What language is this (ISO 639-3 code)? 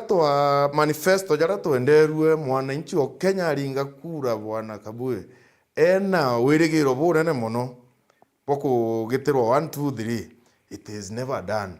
mer